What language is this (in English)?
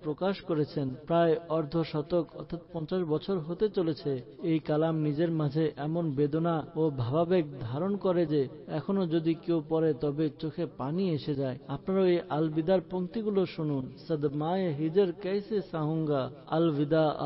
Bangla